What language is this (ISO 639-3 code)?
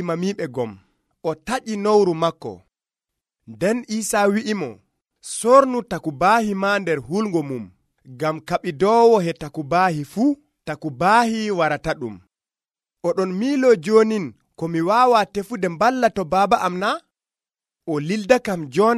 fuv